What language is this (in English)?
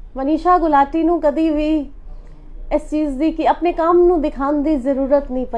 Punjabi